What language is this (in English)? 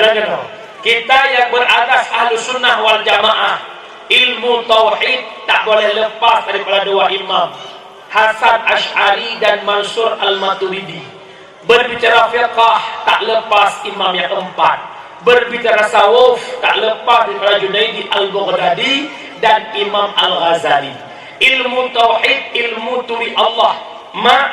Achinese